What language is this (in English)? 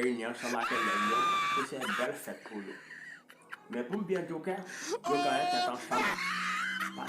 Haitian Creole